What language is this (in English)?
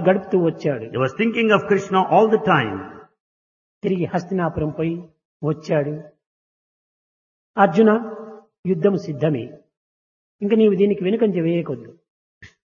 Telugu